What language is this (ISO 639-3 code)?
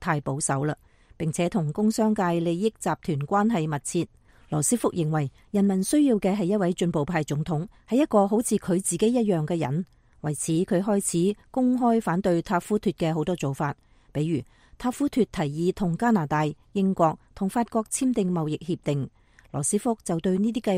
yue